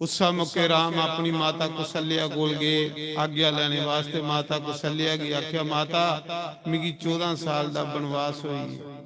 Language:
Dogri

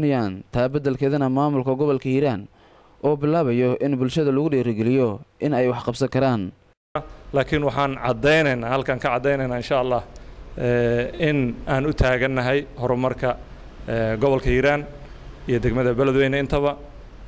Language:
Somali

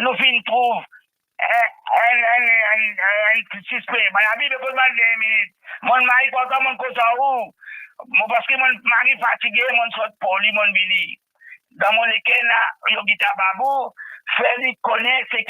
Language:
Morisyen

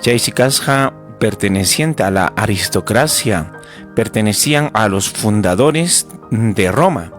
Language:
Ayacucho Quechua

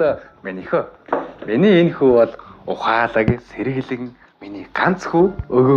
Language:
Mongolian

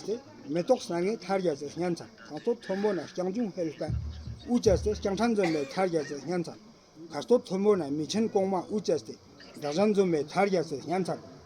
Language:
Ladakhi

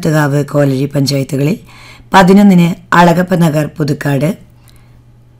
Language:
Malayalam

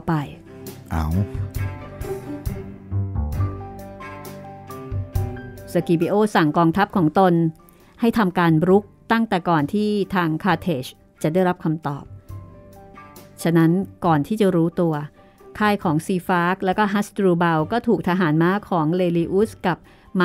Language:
Thai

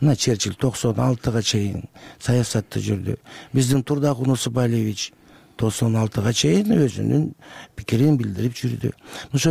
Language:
Kyrgyz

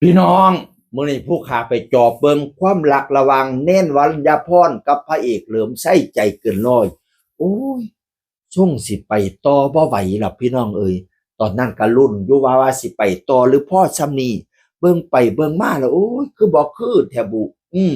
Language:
Northeastern Thai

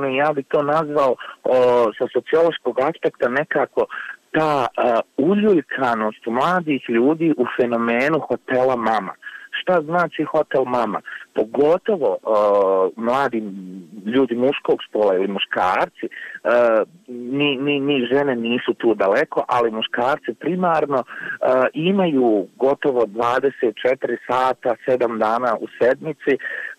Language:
Bosnian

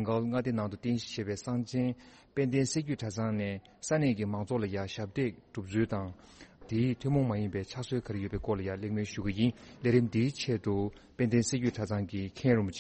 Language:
Tibetan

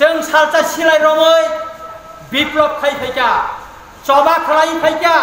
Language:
Kok Borok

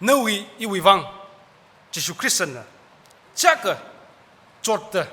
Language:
Tangkhul Naga (India)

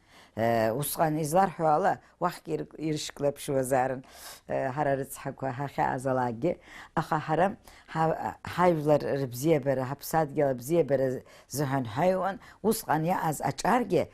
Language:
Abkhazian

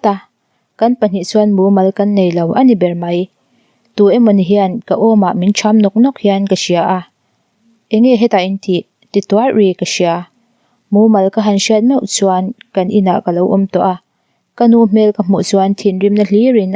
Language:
Mizo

